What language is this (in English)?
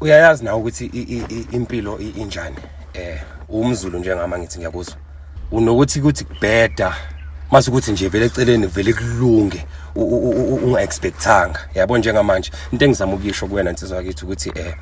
Zulu